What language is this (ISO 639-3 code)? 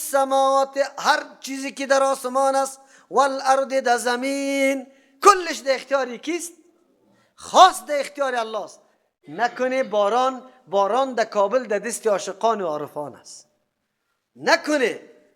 fas